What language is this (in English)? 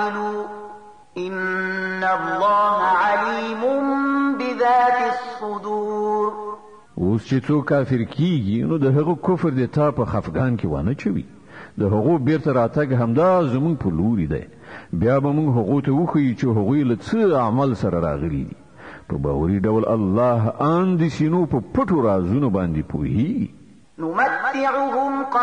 Pashto